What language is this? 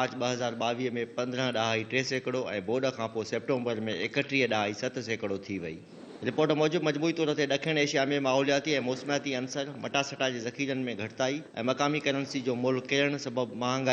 Sindhi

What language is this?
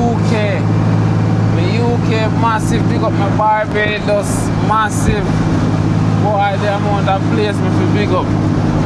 Jamaican Creole English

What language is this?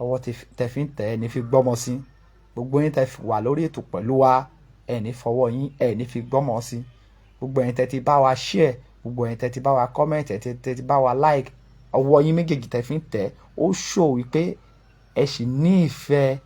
Yoruba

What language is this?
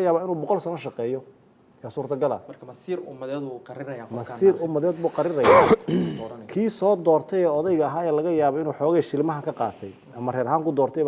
Somali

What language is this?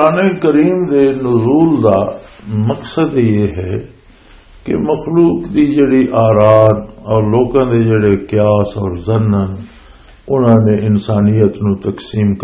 Western Panjabi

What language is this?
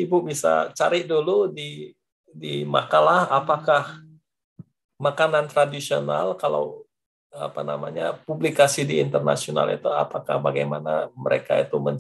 Indonesian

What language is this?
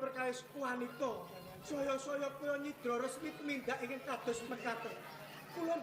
Javanese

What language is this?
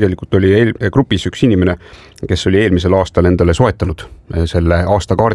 Estonian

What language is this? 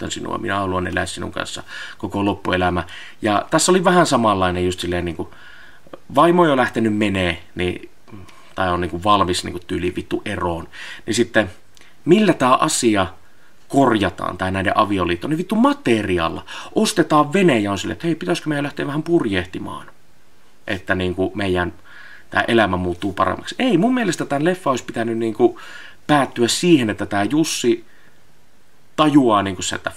Finnish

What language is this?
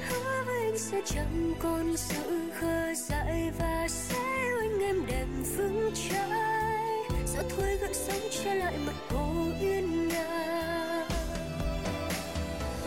Vietnamese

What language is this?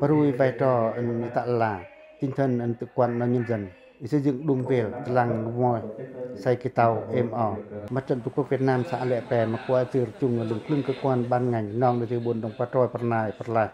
Pacoh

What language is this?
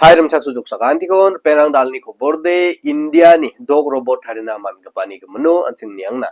Garo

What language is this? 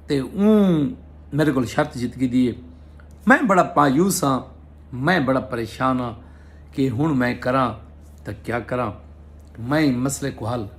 Saraiki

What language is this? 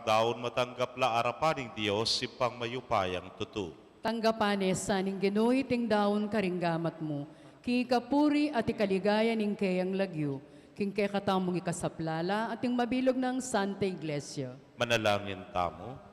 Pampanga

